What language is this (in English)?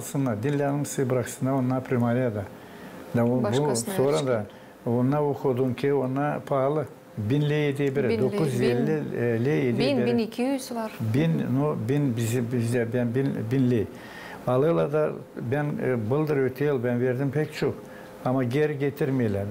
Gagauz